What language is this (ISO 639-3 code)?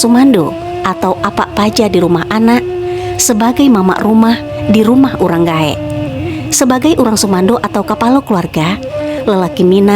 min